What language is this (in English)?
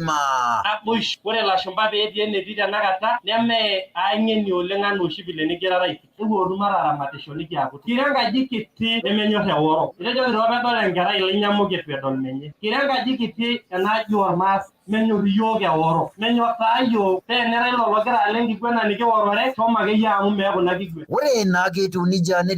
Masai